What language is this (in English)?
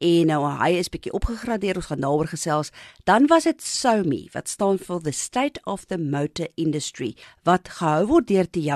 Afrikaans